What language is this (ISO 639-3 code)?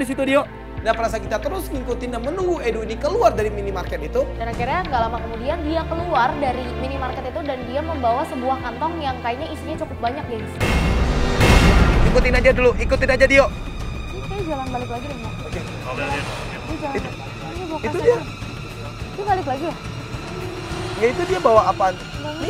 ind